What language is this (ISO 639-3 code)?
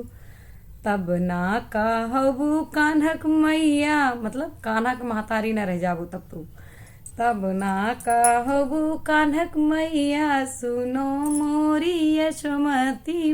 awa